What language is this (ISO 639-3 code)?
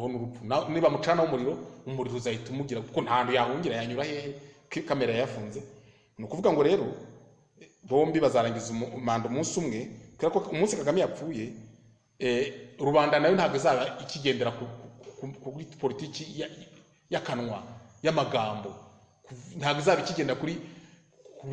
kin